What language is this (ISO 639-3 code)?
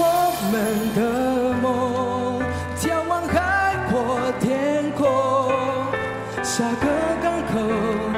zho